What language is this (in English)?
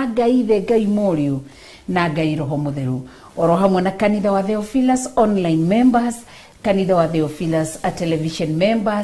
Kikuyu